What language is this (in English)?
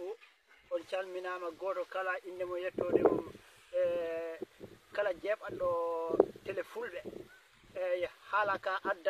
Fula